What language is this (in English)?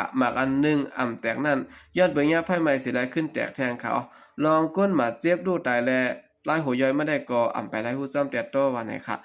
Shan